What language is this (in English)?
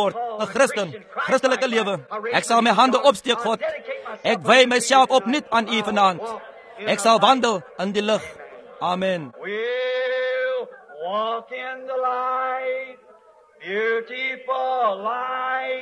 Afrikaans